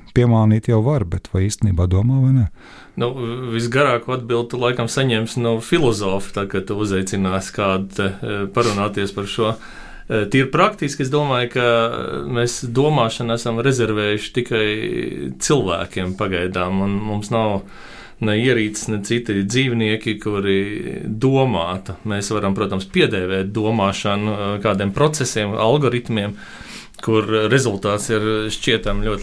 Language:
Latvian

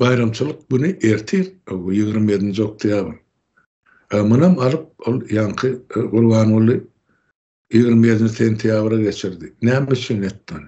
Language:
Turkmen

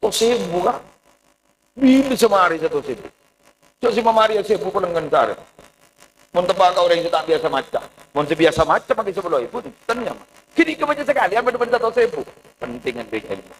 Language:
Madurese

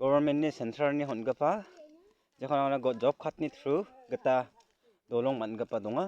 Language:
Garo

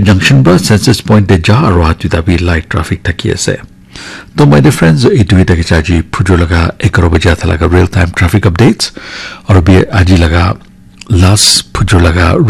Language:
Naga Pidgin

